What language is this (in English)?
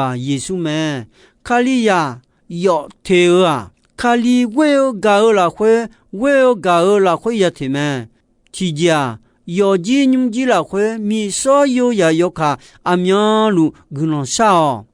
Akha